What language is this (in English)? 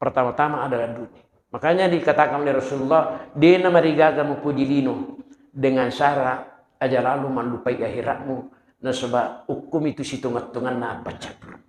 Buginese